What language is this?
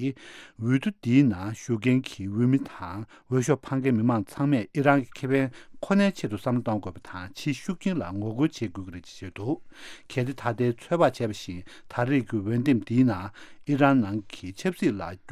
Tibetan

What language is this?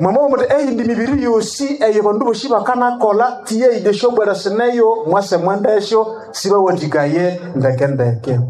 Nande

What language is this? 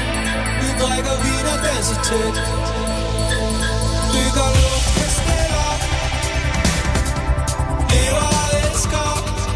Danish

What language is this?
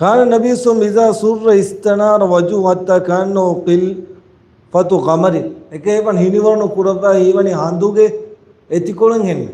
Divehi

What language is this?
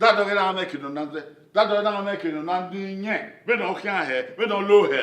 Bini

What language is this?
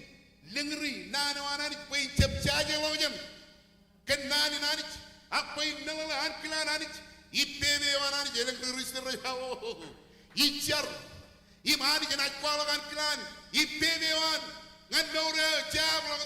Marshallese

